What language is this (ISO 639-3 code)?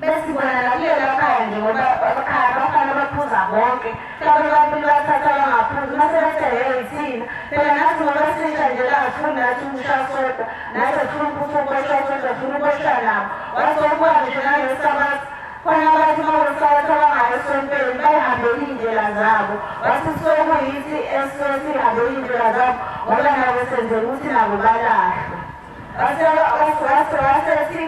zul